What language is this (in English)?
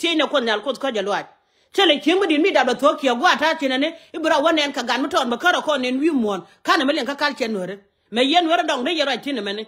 Nuer